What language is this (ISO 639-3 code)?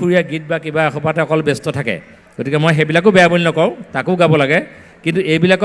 asm